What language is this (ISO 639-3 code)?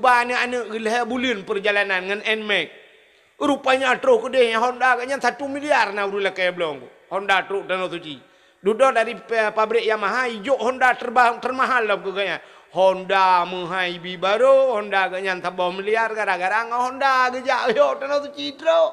ace